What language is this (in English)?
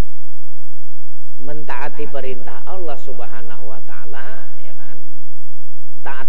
Indonesian